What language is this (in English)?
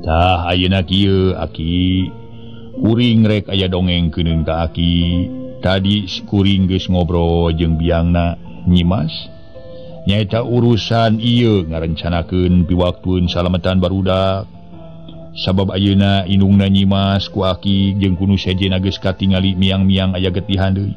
Sundanese